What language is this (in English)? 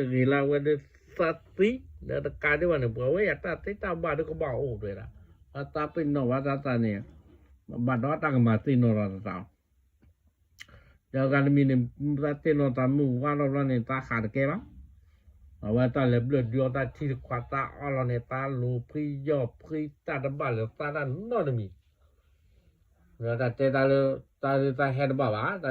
S'gaw Karen